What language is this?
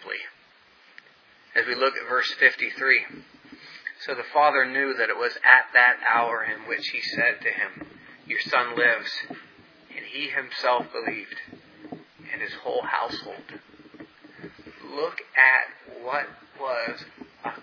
English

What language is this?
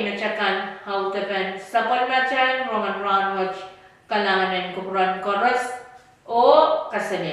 Pohnpeian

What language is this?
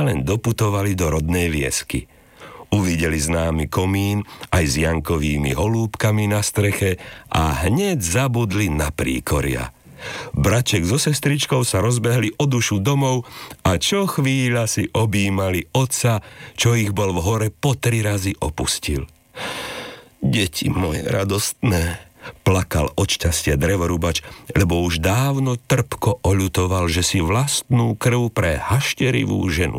Slovak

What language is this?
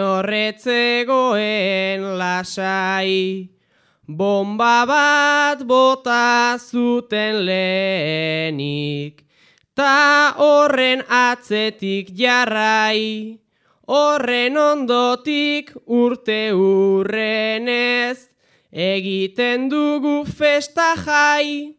Basque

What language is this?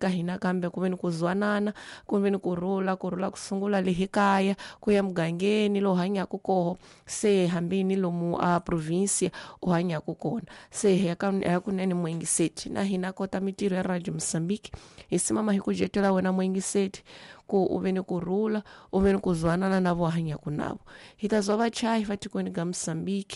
Tsonga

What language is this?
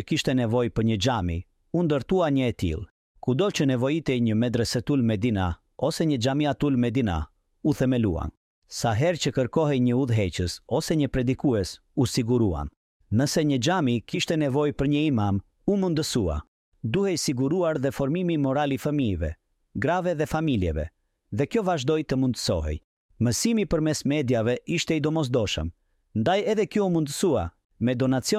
Albanian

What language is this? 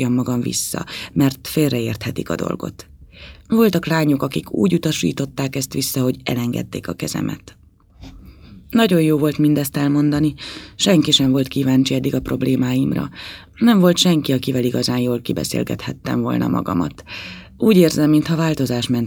Hungarian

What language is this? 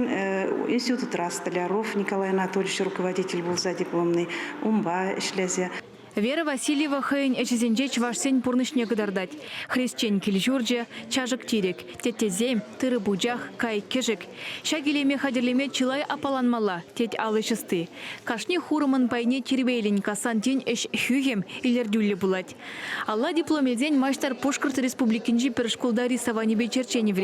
Chuvash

